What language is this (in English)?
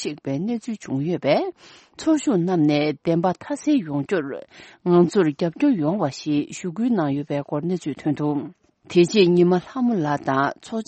Tibetan